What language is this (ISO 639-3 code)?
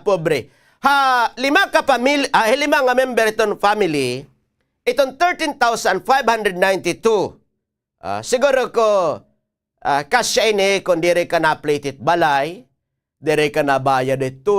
war